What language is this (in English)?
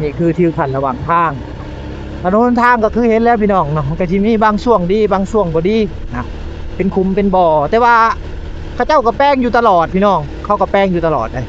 Lao